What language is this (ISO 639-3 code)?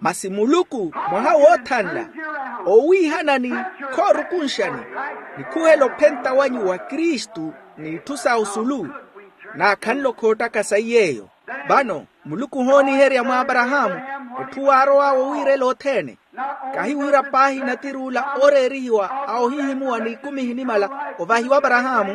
vmw